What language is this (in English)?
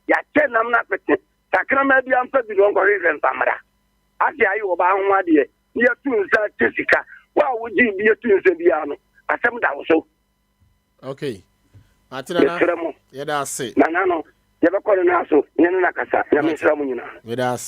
Akan